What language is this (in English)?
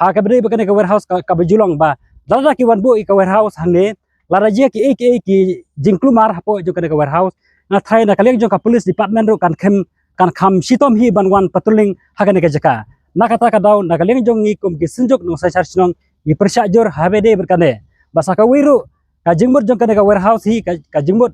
Khasi